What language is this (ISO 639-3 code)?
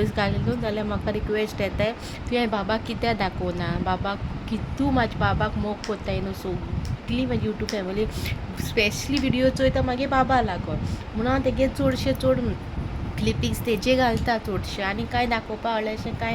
kok